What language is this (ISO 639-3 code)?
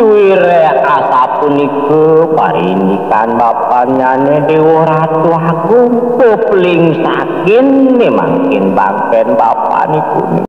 ban